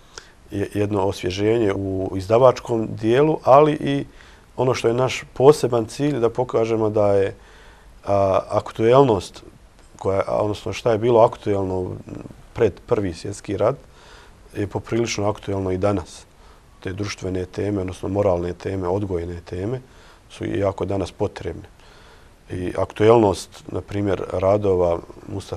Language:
Bosnian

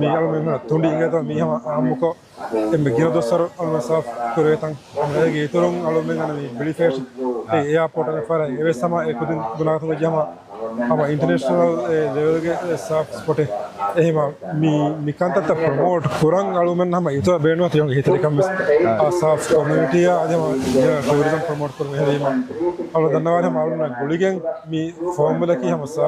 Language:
Divehi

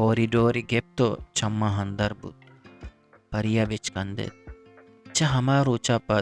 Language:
Eastern Balochi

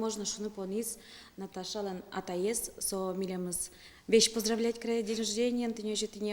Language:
Udmurt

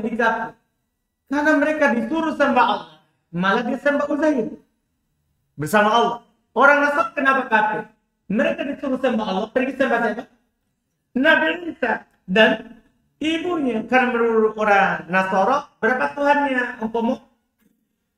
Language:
Indonesian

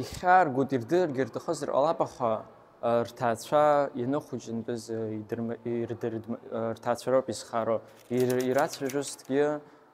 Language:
Abkhazian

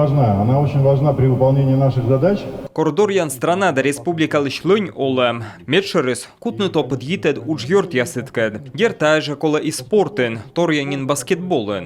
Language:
Komi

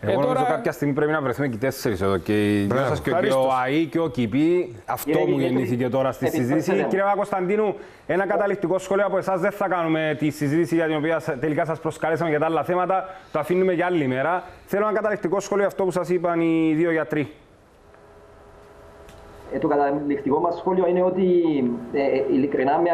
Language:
Greek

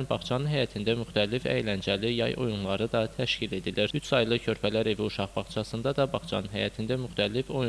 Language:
Azerbaijani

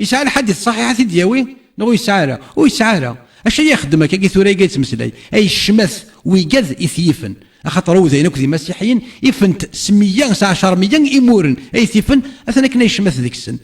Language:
Kabyle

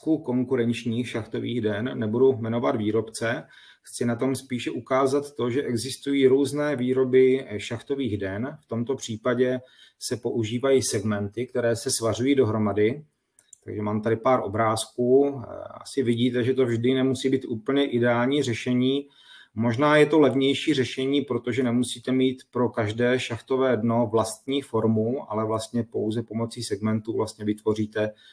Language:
Czech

